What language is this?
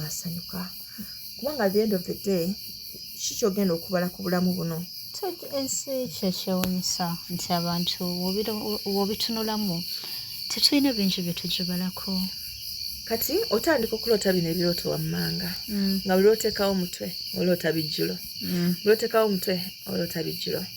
Ganda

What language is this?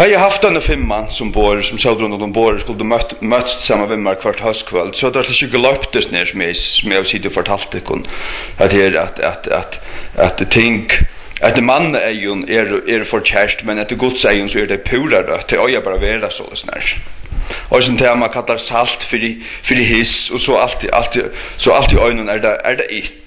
Faroese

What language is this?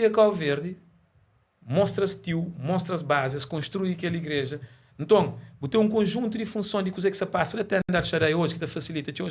Kabuverdianu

